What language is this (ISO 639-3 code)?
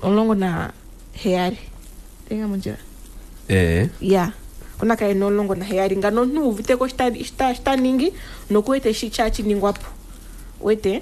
kua